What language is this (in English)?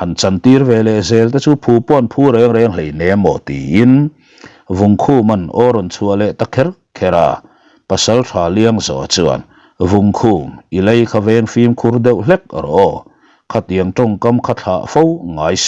Mizo